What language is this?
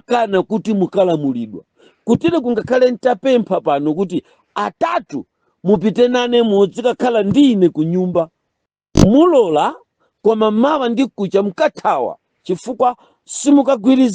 Nyanja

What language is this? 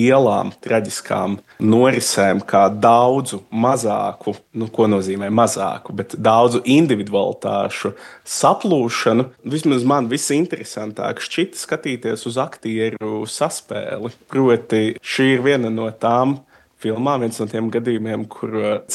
Latvian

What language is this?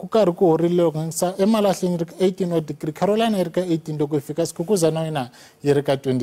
Tsonga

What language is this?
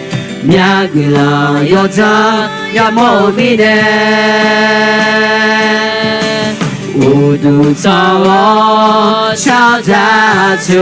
Akha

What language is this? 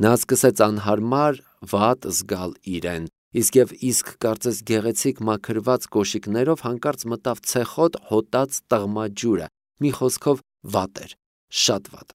Armenian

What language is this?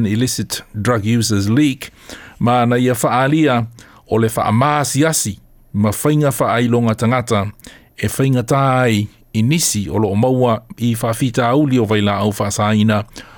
Samoan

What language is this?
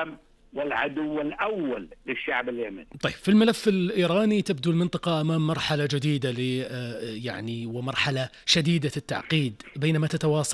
Arabic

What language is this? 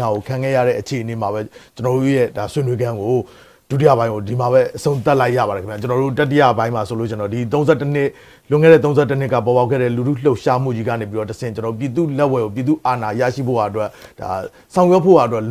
Burmese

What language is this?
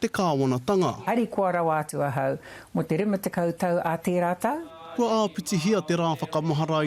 Māori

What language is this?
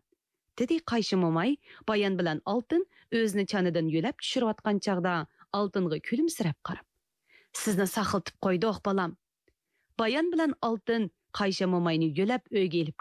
Uyghur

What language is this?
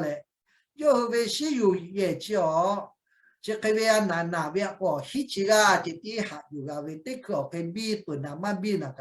Lahu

